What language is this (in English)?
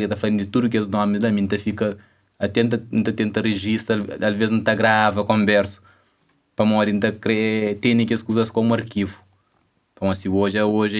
Kabuverdianu